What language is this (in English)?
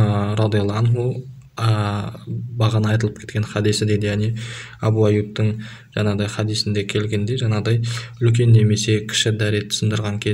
Kazakh